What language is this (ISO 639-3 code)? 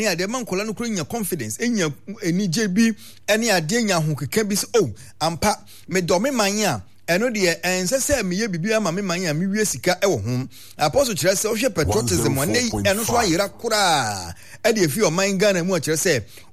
aka